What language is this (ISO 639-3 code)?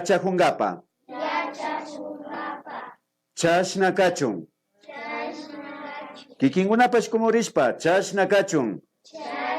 qvi